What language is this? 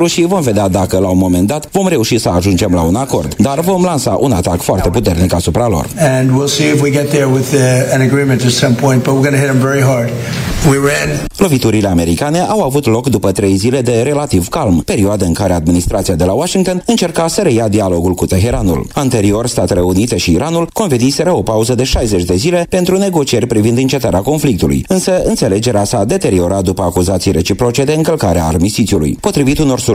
Romanian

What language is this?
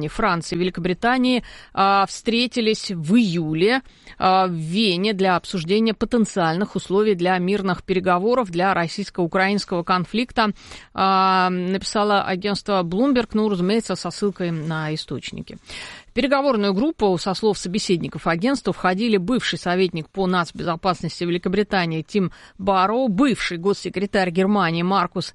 Russian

